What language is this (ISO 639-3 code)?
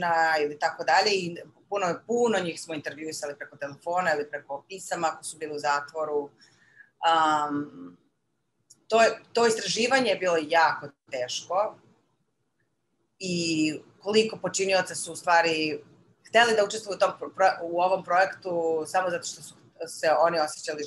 srp